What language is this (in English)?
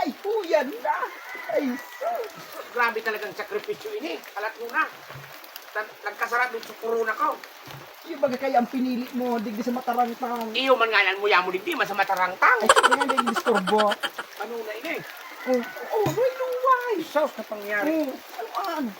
Bikol